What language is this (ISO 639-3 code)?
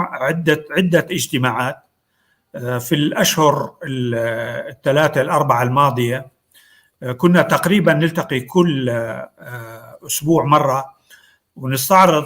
apc